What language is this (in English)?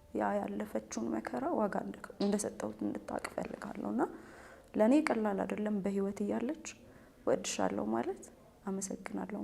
Amharic